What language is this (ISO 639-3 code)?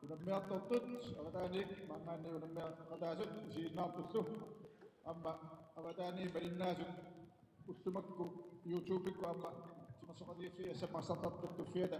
kal